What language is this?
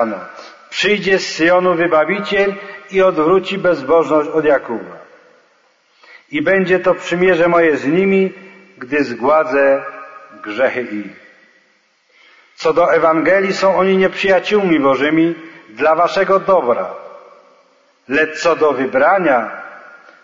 Polish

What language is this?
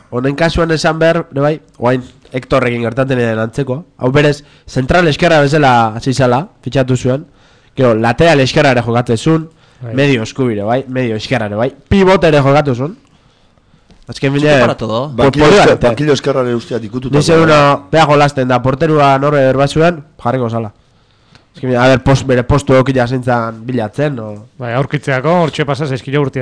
Basque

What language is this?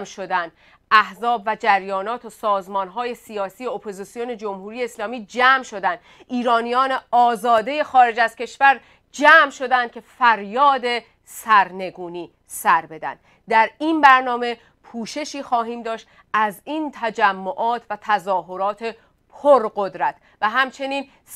Persian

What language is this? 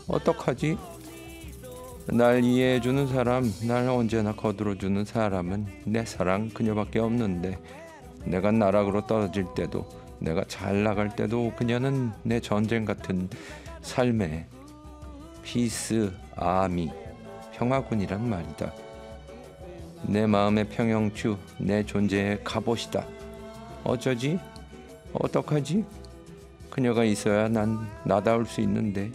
Korean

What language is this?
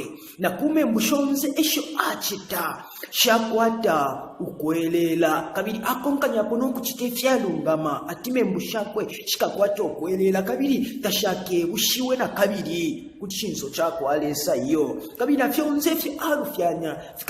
Bemba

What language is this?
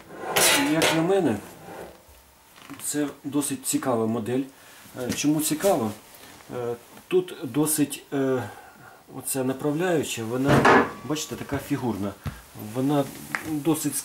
Ukrainian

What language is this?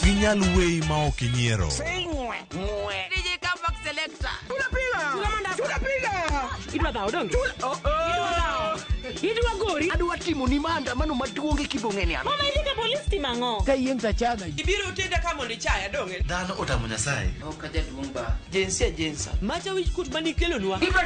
Luo (Kenya and Tanzania)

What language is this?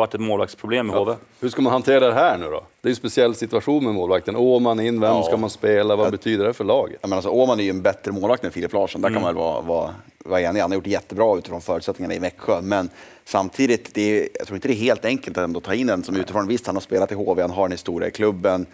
Swedish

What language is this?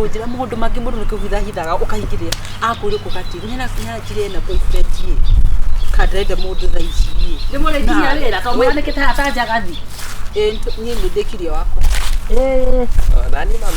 Kikuyu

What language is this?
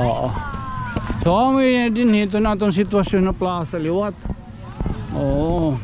Waray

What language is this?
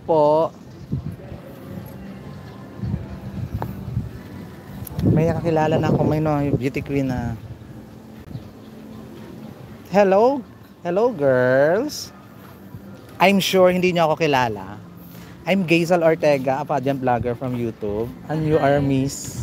Filipino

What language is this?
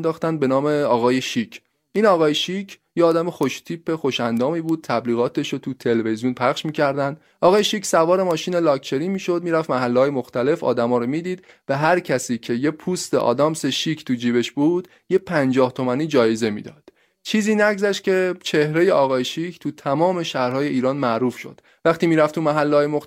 Persian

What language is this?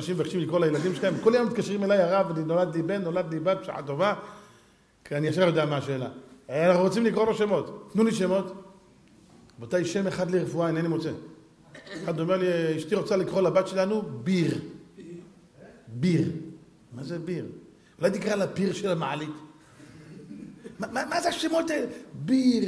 Hebrew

